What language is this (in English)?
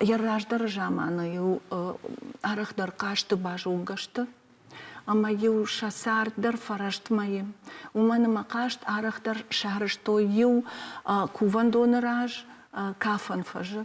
Ossetic